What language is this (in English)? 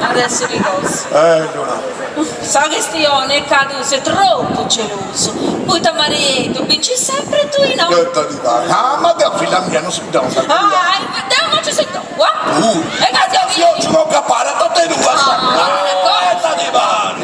Sardinian